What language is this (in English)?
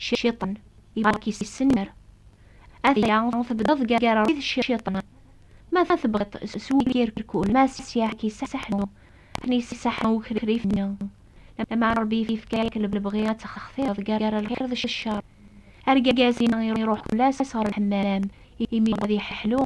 Kabyle